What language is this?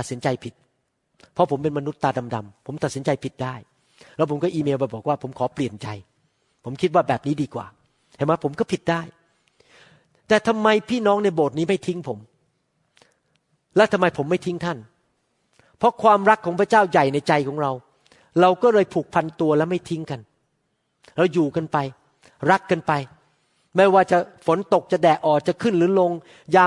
Thai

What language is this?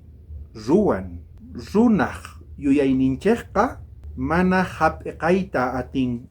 South Bolivian Quechua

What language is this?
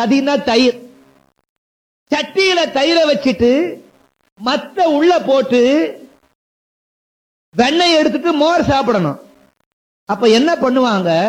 Tamil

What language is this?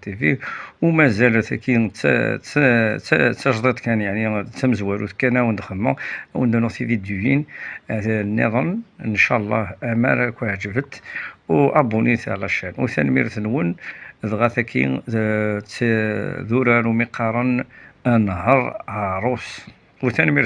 Kabyle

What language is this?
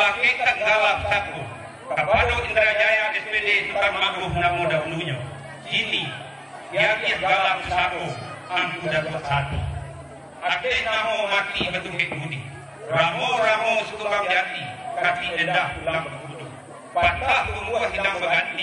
Minangkabau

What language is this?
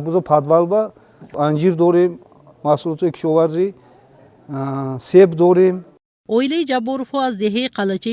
Tajik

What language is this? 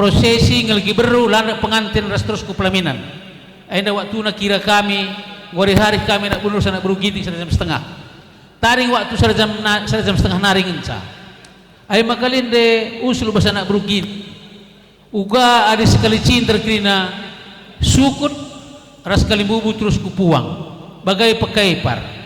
Batak Karo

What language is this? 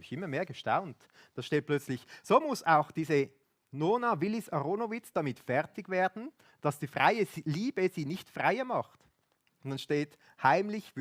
Swiss German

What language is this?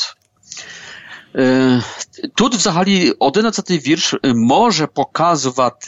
Ukrainian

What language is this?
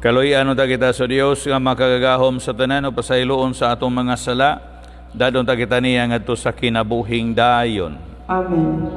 Cebuano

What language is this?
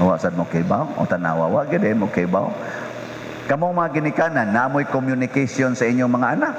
Cebuano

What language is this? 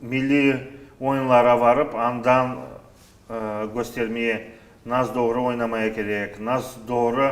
Crimean Tatar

